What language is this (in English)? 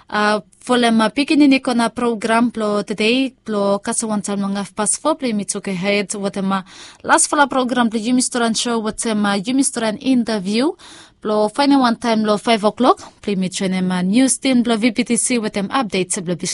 Bislama